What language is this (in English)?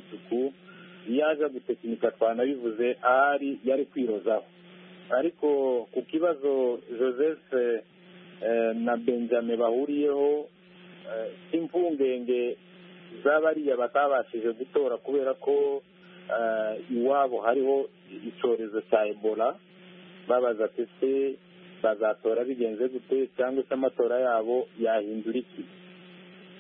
Kinyarwanda